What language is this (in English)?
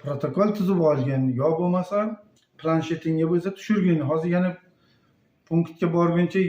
Uzbek